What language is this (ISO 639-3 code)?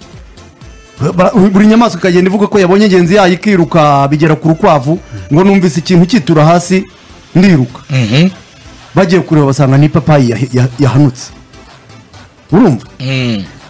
kin